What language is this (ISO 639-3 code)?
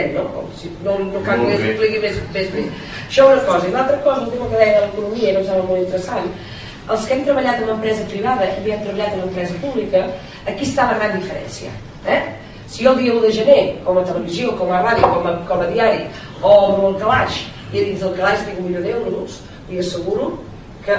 cat